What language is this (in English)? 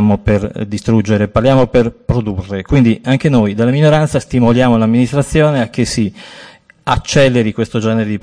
Italian